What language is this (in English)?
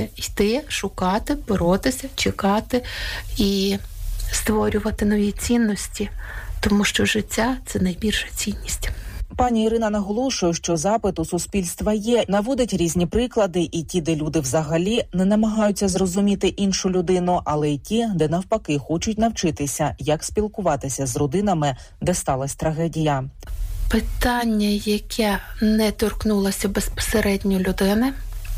Ukrainian